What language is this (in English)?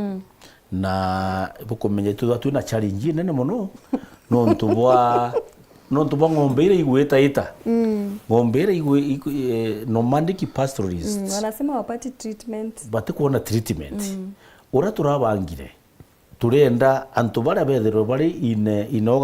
Meru